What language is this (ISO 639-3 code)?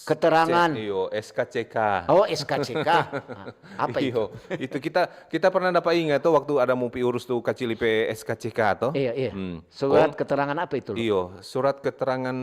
xmm